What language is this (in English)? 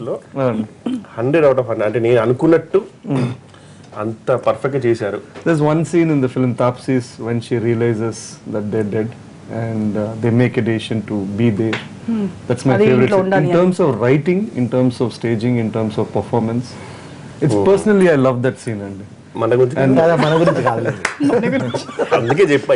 Telugu